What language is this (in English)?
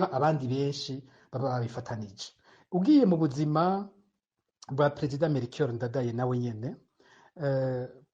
Rundi